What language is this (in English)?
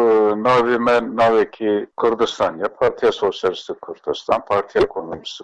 Kurdish